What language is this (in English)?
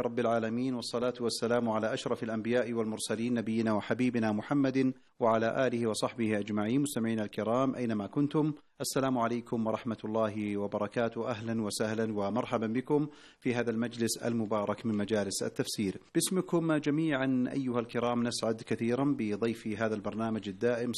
Arabic